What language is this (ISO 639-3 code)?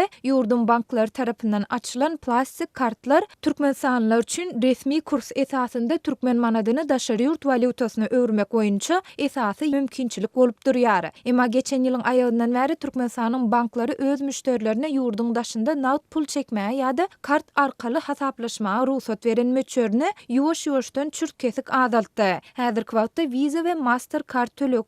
tuk